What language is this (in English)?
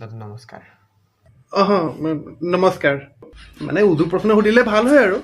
Assamese